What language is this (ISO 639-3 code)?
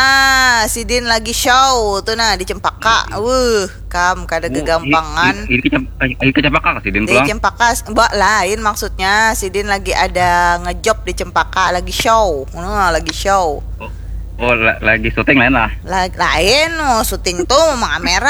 bjn